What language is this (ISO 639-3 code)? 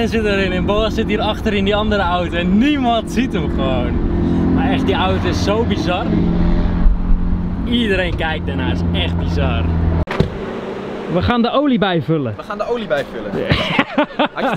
nld